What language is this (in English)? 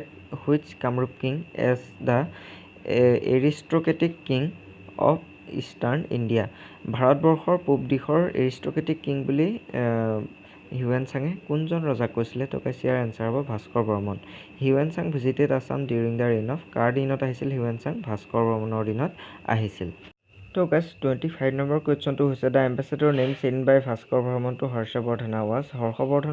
Assamese